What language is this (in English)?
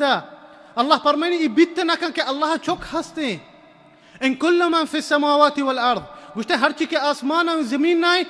Baluchi